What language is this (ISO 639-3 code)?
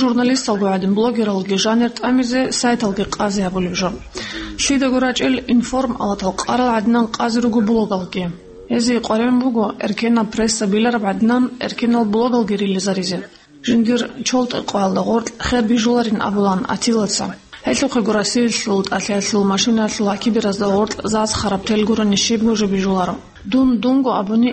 ava